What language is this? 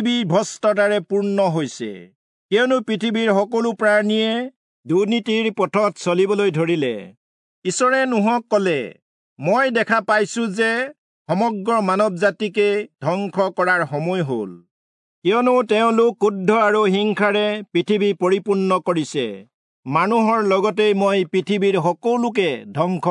Assamese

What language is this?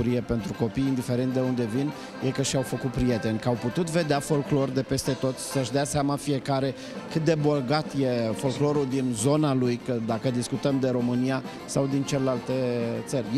Romanian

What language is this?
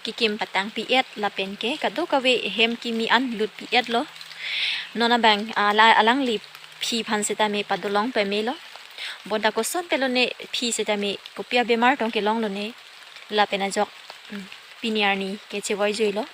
Karbi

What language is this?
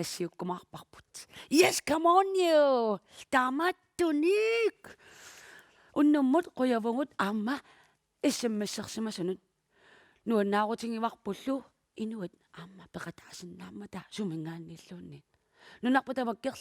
Kalaallisut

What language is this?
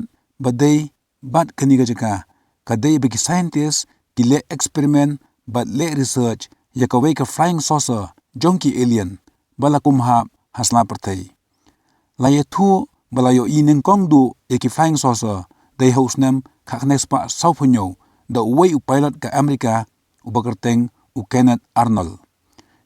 Khasi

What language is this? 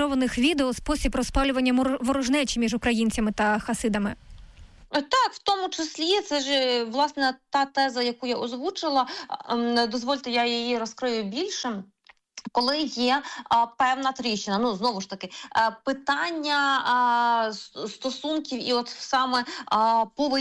Ukrainian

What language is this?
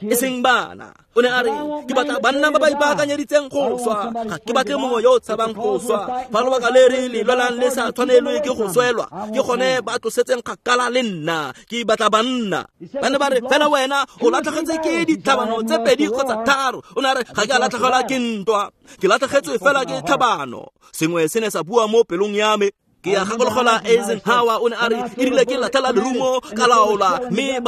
Tswana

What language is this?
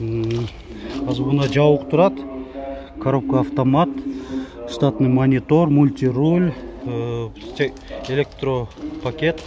Kyrgyz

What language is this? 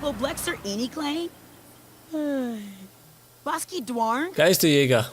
Bavarian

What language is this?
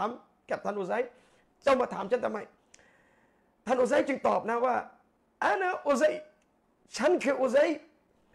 Thai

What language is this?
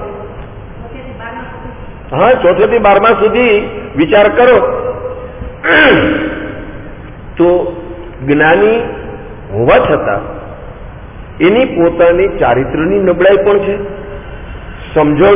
Gujarati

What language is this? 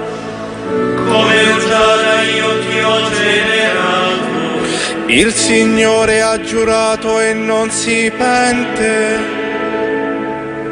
Italian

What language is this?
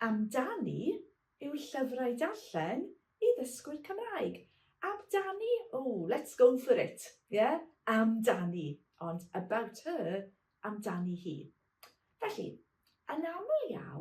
Welsh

